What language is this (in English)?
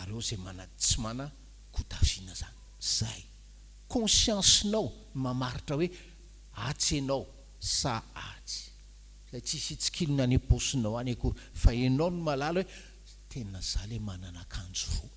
Malagasy